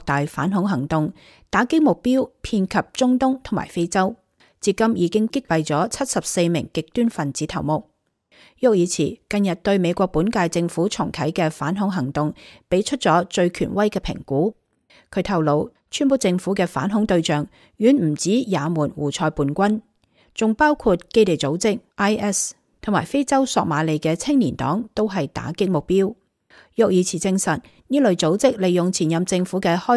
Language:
Cantonese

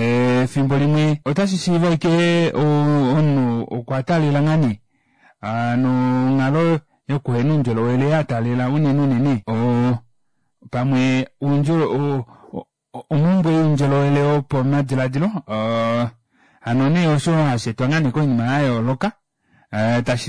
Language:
Kuanyama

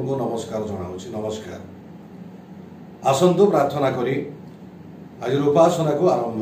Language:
Odia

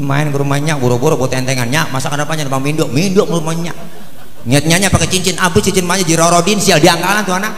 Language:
Betawi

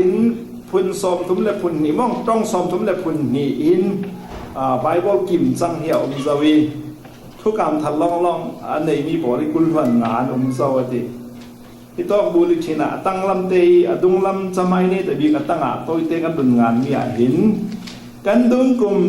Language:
Falam Chin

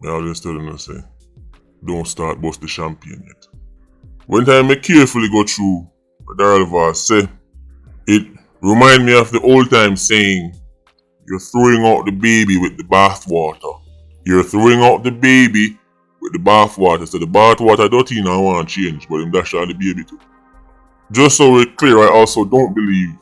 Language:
Jamaican Creole English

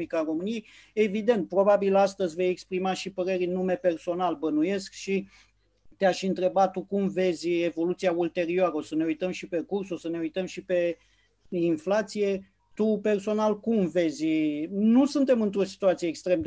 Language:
Romanian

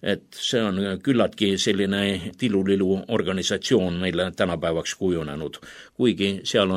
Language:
Estonian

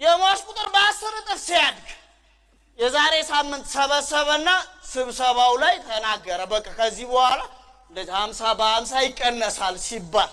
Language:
Amharic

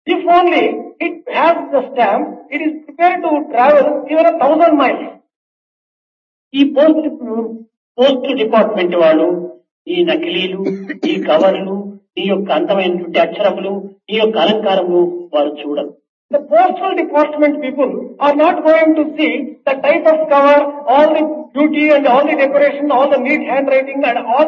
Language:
Telugu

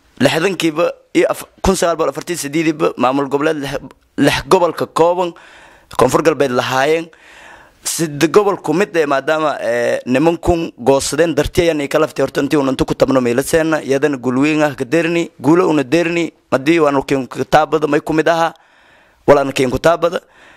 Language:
Somali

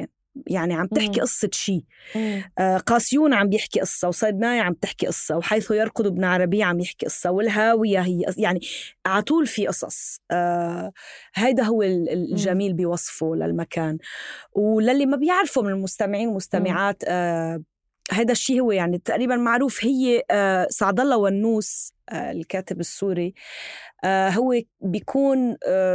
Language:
North Levantine Arabic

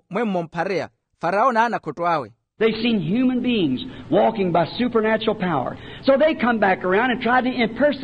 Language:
Makhuwa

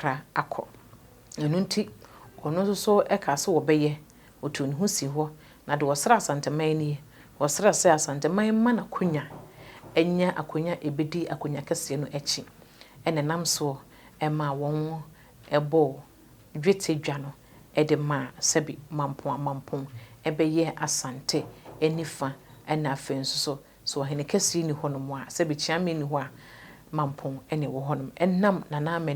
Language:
Akan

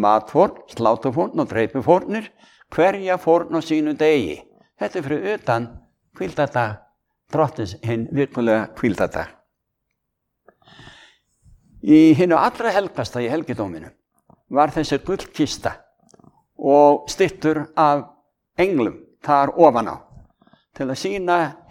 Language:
Icelandic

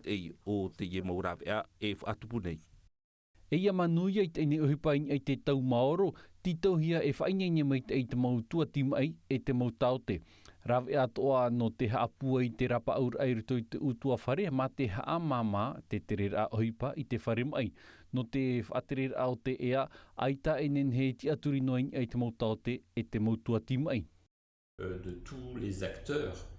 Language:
Tahitian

